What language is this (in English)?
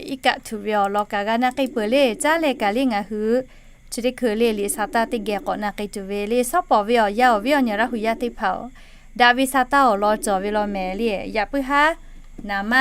Lahu